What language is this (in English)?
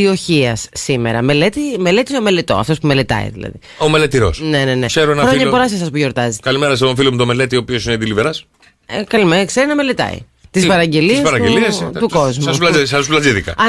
Greek